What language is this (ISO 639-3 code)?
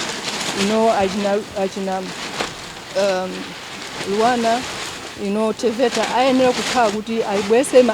nya